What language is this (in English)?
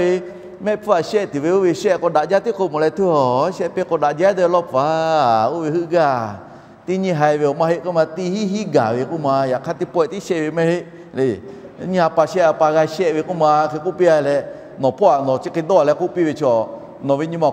Lahu